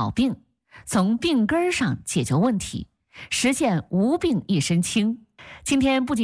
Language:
Chinese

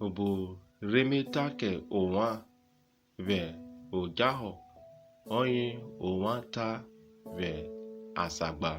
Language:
Urhobo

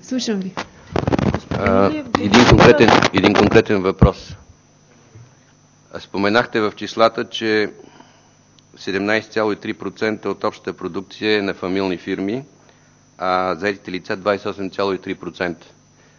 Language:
Bulgarian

